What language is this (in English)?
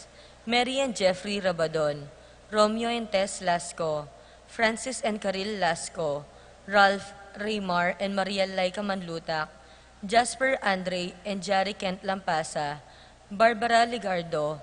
Pampanga